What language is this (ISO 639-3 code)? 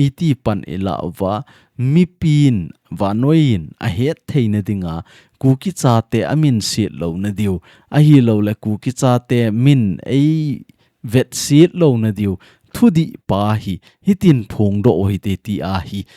tcz